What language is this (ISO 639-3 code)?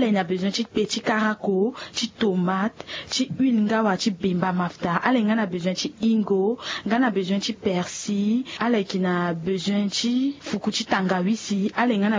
sag